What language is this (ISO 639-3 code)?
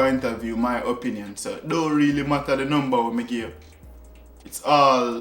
jam